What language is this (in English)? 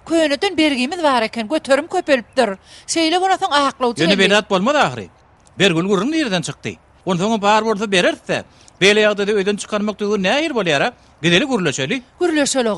Turkmen